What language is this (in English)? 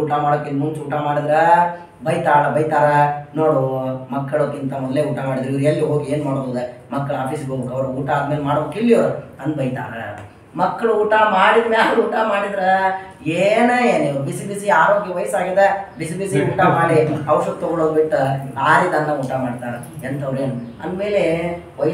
Kannada